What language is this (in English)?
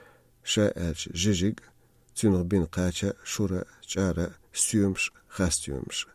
Chechen